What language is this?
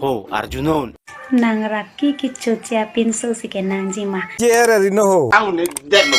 Karbi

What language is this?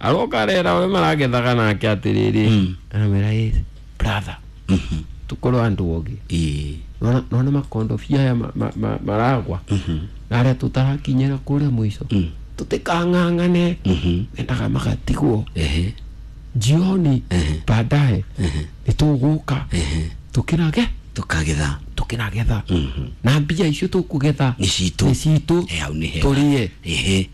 Kikuyu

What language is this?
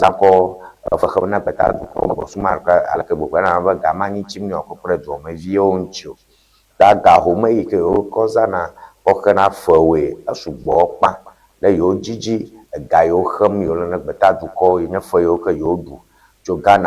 Ewe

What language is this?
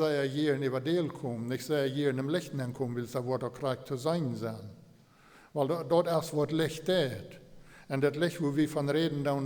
Plautdietsch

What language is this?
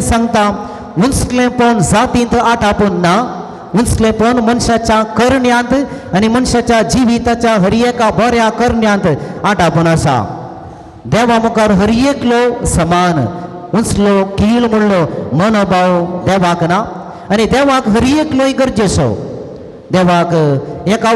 Konkani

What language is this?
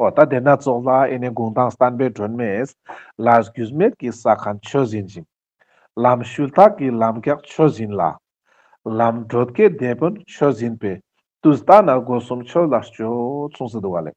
Ladakhi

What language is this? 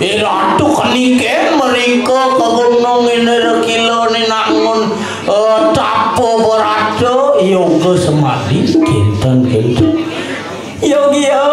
Balinese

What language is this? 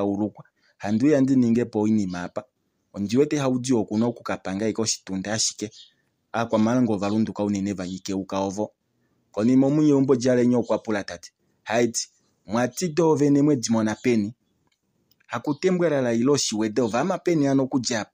Kuanyama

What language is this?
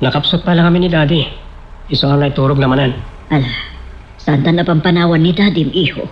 Iloko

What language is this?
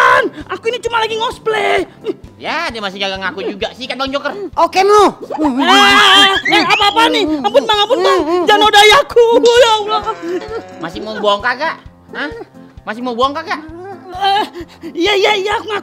Betawi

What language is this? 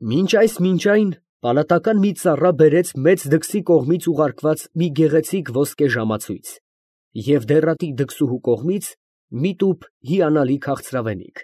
Armenian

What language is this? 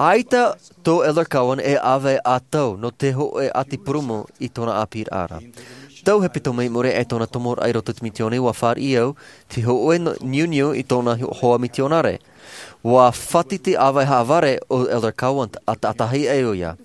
Tahitian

